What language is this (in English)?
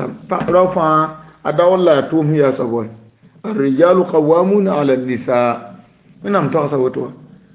Mossi